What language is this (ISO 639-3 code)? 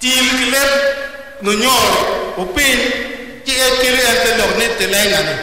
ach